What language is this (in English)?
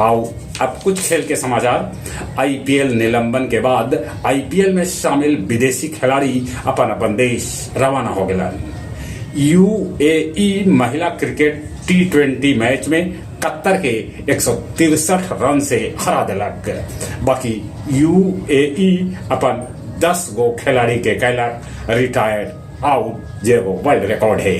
Magahi